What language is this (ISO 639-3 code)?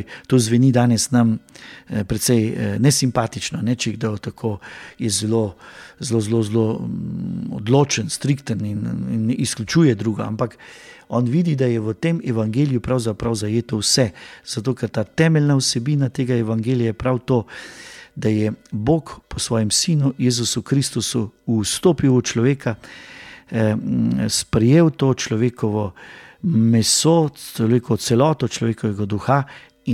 slv